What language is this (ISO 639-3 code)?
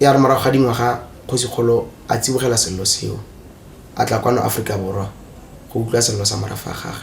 tsn